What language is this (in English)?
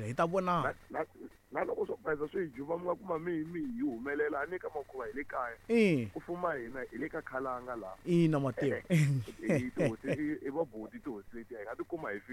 Tsonga